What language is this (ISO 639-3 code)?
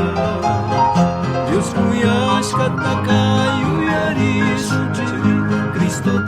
qug